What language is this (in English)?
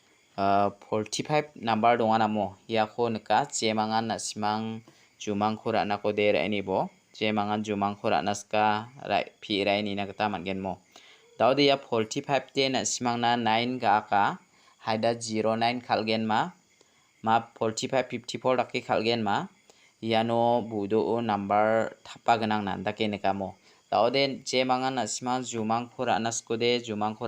Garo